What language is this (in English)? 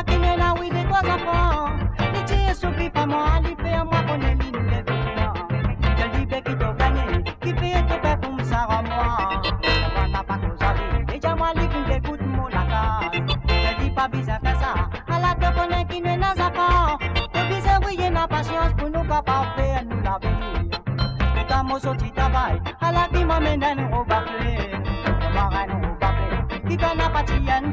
Morisyen